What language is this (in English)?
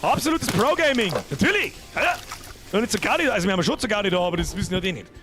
Bavarian